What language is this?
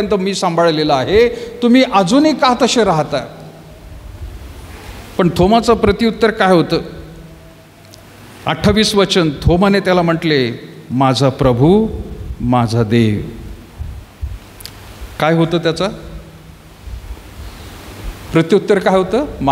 Marathi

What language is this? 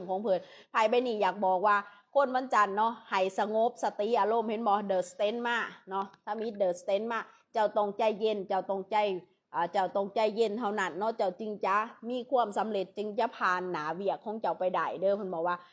Lao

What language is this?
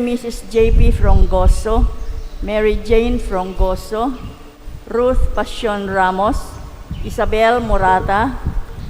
Bikol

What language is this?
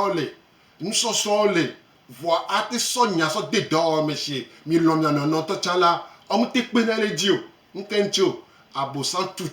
Gen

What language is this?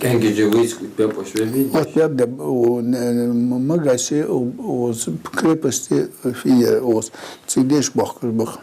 Ingush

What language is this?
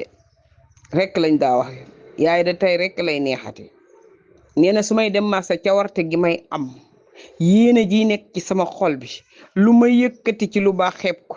Wolof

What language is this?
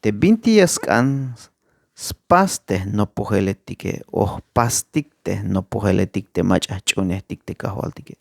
Tzeltal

